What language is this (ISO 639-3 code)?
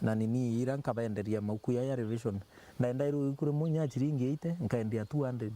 mer